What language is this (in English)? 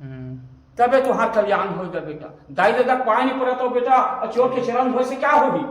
Chhattisgarhi